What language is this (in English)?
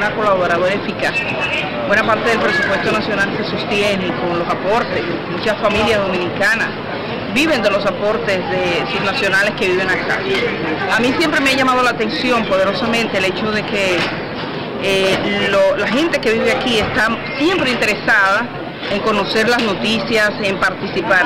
Spanish